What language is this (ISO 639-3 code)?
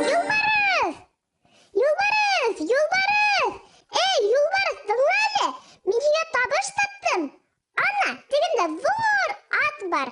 bak